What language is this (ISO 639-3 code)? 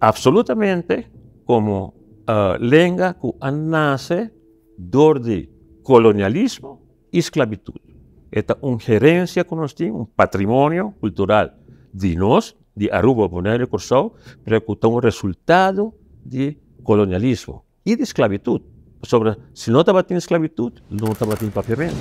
pap